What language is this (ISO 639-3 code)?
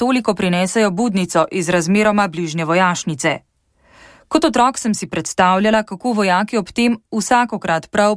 slv